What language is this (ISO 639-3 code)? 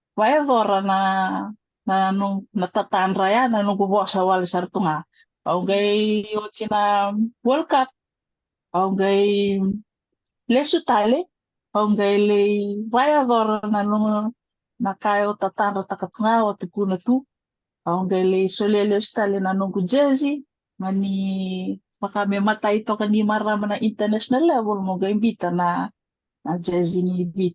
fij